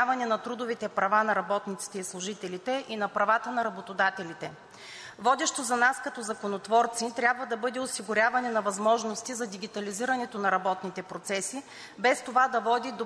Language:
Bulgarian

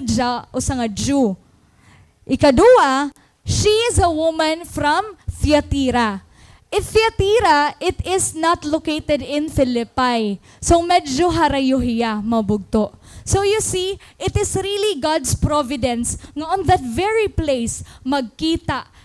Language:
Waray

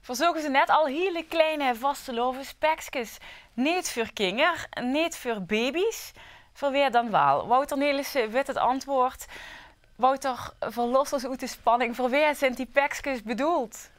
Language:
Limburgish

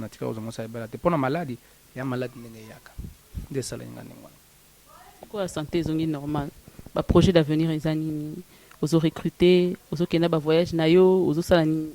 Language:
Lingala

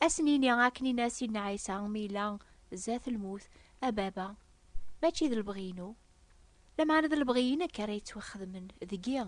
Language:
Kabyle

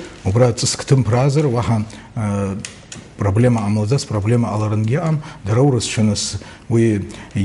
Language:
Abkhazian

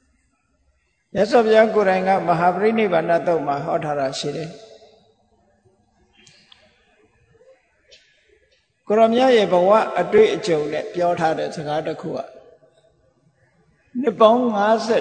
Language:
Burmese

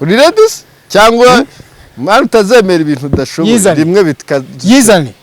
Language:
Kinyarwanda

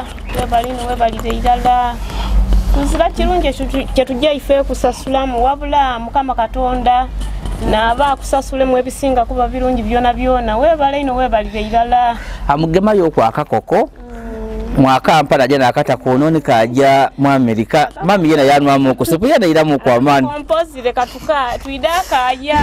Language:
Ganda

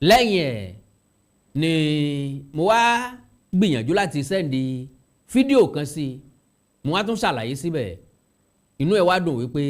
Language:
Yoruba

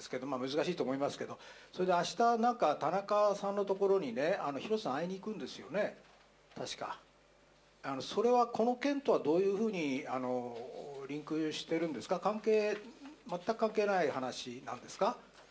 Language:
Japanese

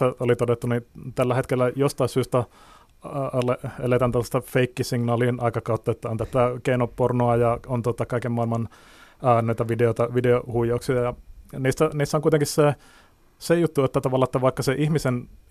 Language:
Finnish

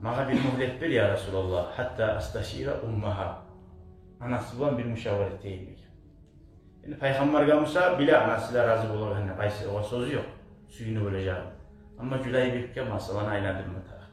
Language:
Kumyk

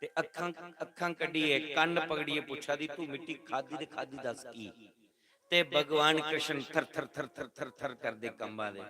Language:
Dogri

